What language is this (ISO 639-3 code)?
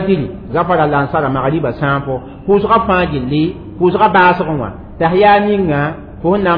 mos